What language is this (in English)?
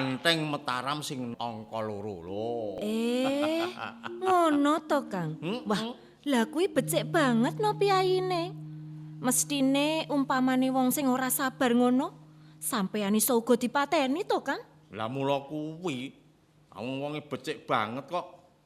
Javanese